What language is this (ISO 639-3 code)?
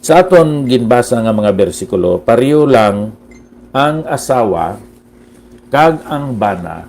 hil